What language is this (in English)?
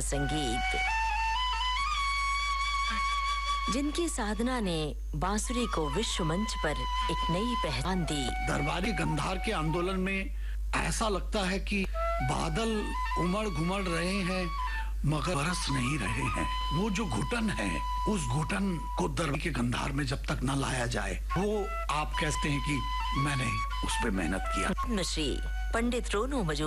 Hindi